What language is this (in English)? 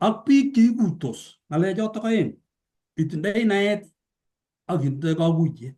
Kalenjin